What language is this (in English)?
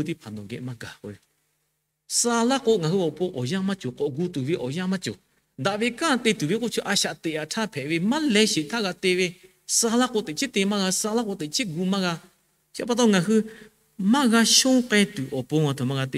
Lahu